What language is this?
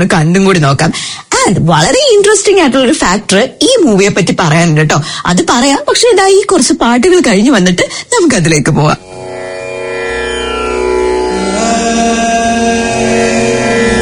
Malayalam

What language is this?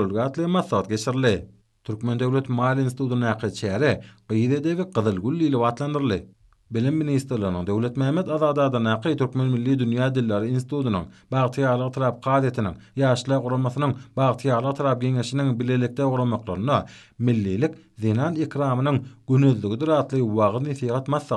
Turkmen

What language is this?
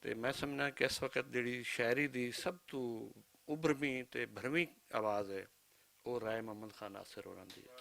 Western Panjabi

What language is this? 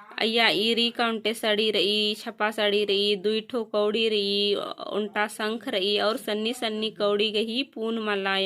Kurukh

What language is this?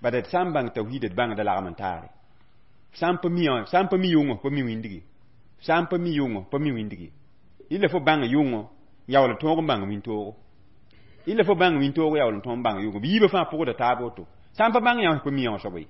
Mossi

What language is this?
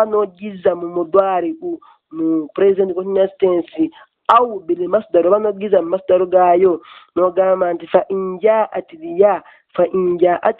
Ganda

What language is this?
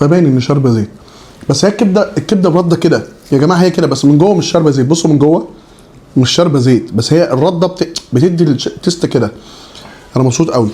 Egyptian Arabic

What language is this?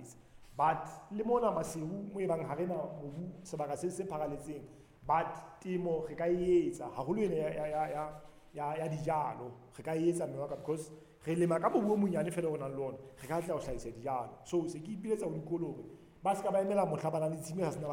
Southern Sotho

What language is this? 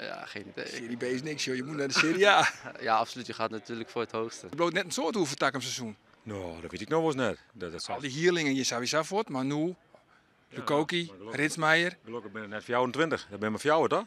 Western Frisian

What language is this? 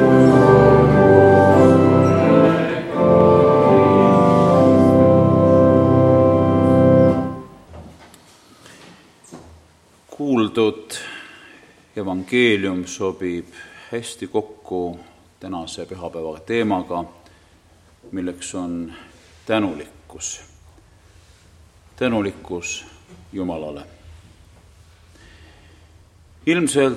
Estonian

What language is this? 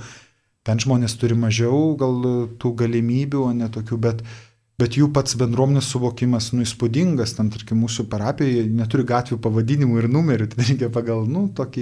Lithuanian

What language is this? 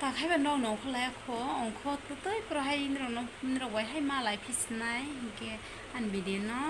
Kok Borok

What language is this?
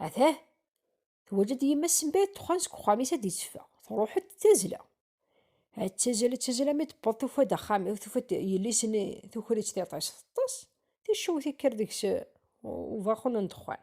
Kabyle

